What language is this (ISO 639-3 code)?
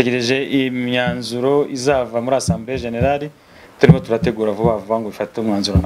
kin